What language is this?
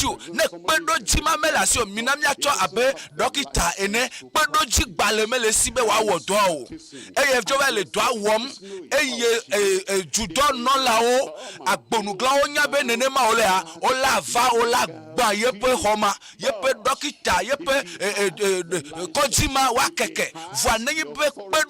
Ewe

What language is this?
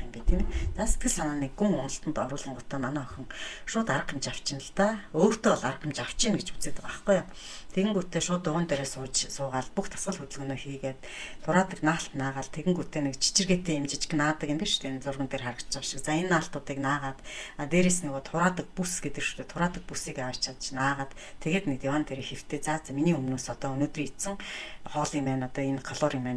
Mongolian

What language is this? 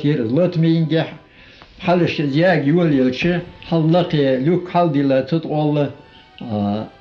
Ingush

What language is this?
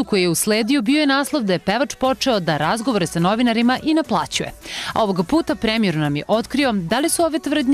Serbian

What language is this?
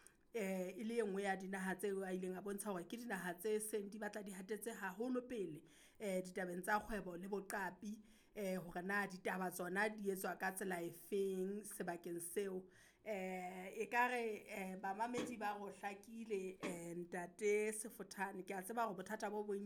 Southern Sotho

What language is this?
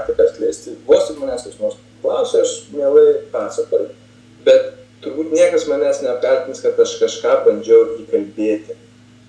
Lithuanian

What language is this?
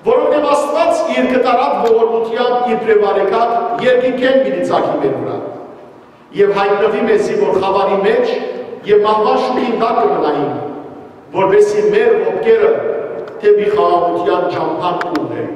Western Armenian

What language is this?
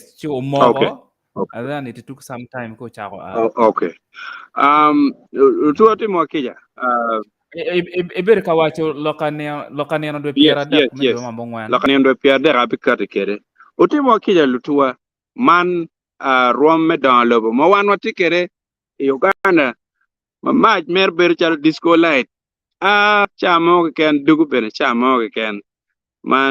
Acoli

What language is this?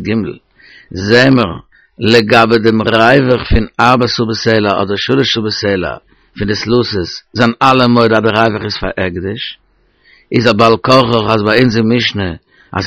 Yiddish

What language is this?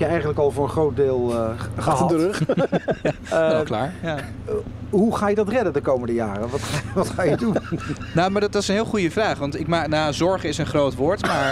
Dutch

